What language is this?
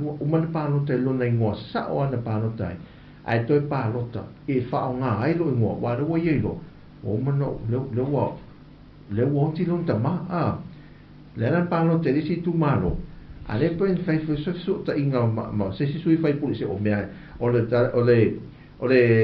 Samoan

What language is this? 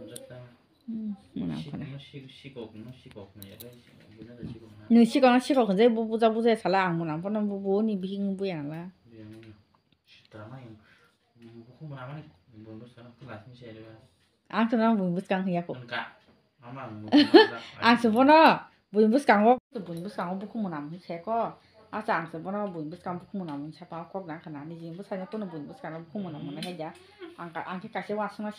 Kok Borok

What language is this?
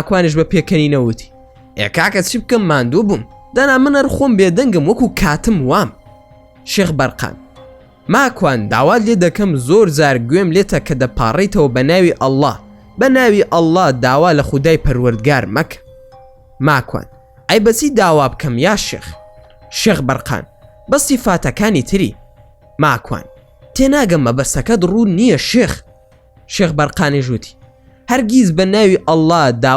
Central Kurdish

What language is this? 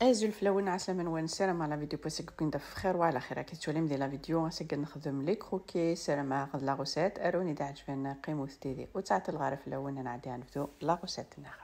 Kabyle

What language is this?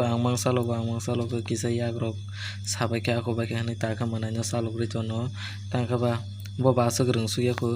Kok Borok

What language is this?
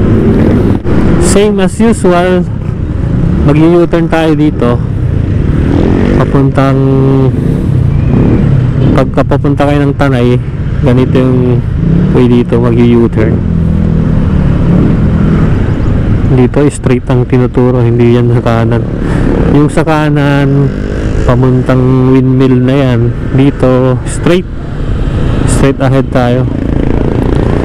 Filipino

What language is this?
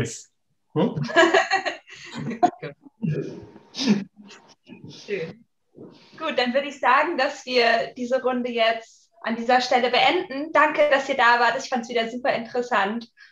German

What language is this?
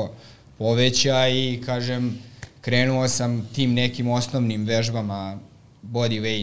Serbian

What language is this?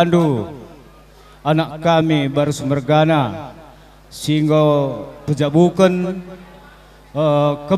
Batak Karo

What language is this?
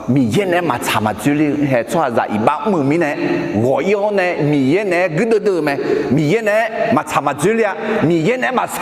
Akha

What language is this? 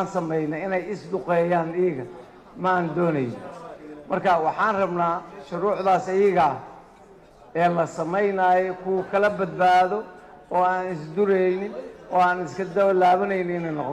Somali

